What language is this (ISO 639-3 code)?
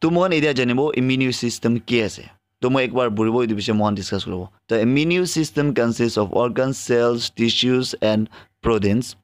nag